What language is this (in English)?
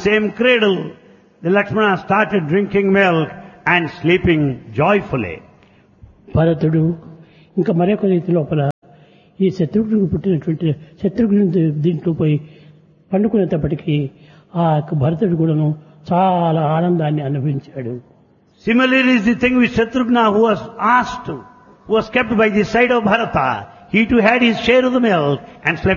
Telugu